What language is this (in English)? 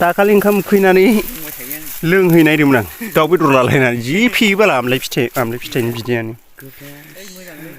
Bodo